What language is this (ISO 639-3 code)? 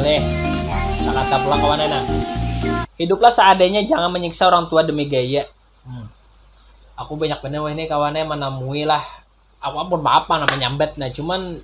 bjn